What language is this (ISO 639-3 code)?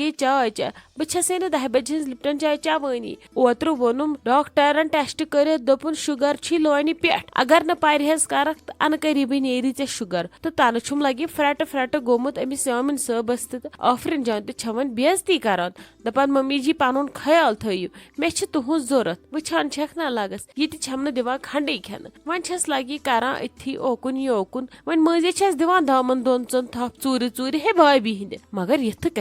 kas